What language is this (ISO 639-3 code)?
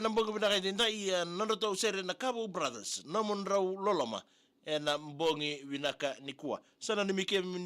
fij